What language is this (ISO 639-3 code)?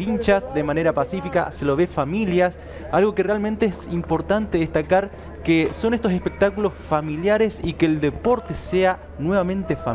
spa